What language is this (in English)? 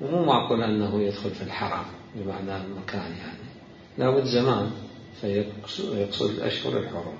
Mesopotamian Arabic